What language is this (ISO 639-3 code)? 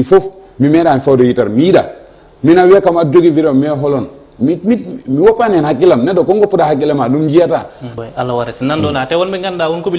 ful